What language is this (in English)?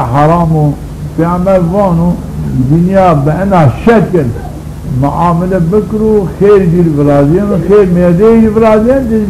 Zaza